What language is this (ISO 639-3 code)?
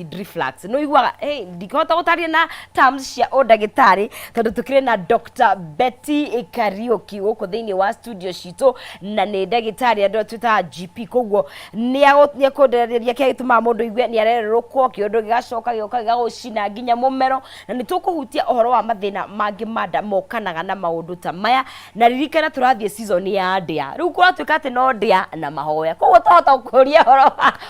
kik